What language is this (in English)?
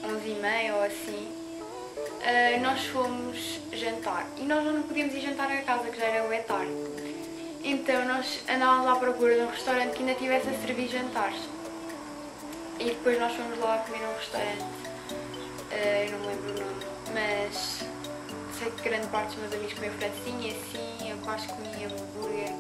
Portuguese